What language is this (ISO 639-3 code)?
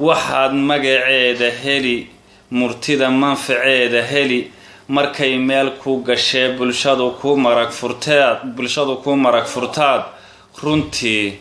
som